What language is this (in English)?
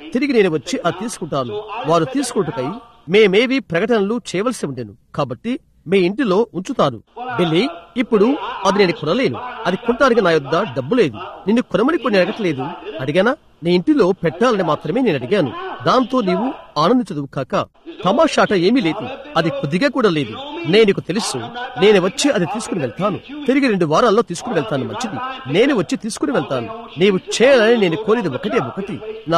Telugu